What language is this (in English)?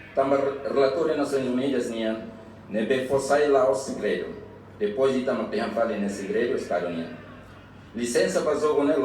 Tetum